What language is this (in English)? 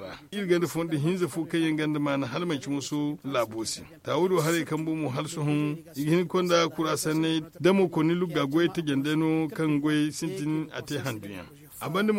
Zarma